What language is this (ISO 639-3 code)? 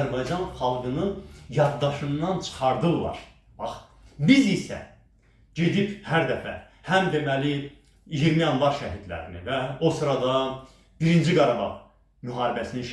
aze